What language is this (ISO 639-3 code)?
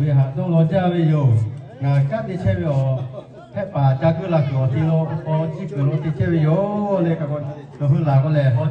lhu